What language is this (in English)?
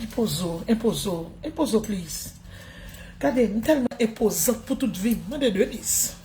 Haitian Creole